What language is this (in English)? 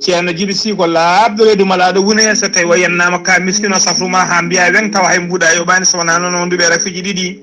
Fula